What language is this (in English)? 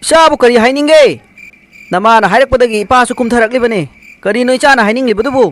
Manipuri